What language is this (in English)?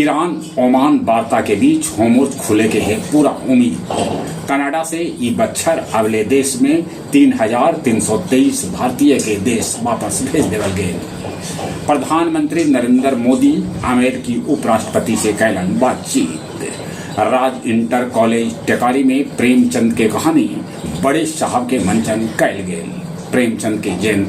Magahi